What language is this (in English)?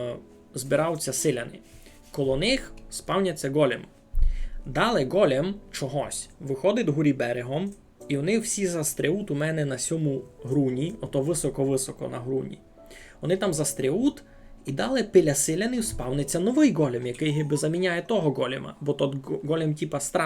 Rusyn